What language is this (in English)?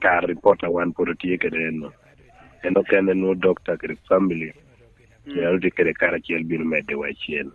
Lango (Uganda)